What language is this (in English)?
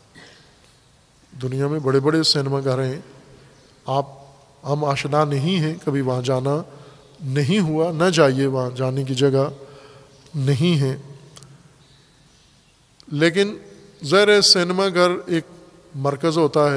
Urdu